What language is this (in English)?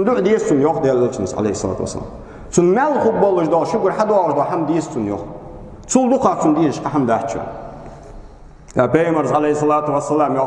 Ingush